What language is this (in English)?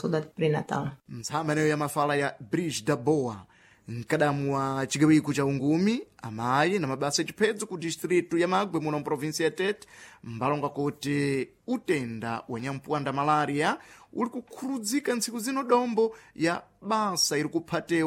Sena